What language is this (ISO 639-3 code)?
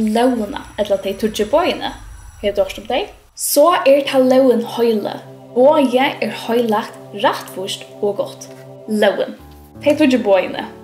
fao